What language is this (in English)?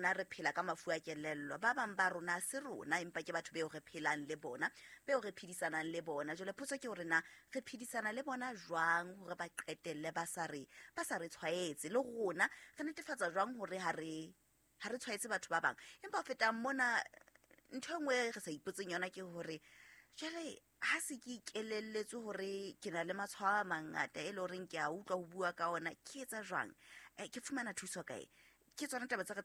Southern Sotho